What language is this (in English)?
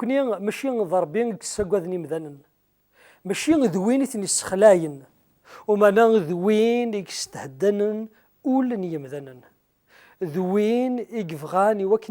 Kabyle